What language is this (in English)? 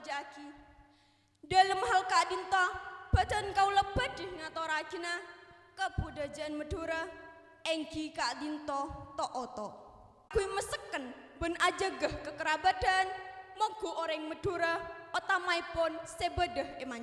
Madurese